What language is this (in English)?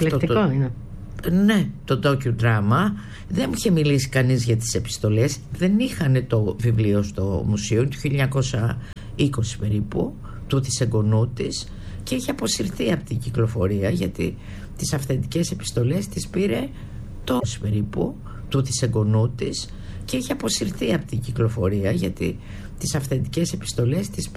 Greek